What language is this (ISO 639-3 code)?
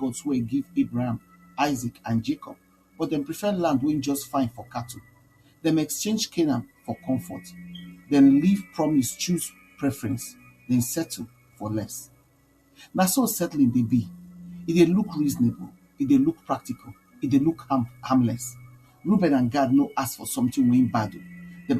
pcm